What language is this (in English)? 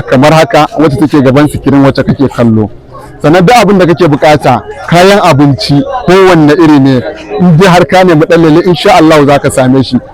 Hausa